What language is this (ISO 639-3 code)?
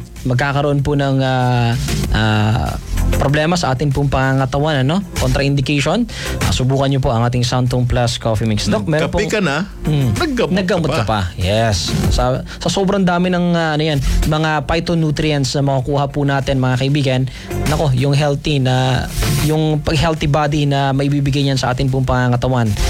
fil